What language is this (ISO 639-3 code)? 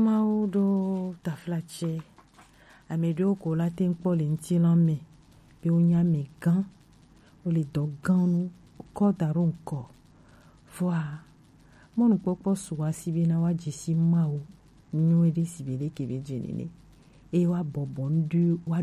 gej